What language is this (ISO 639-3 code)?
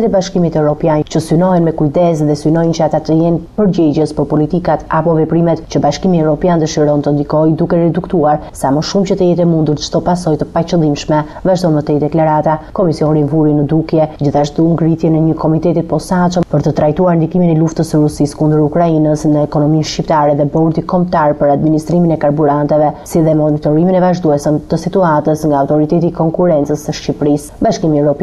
sqi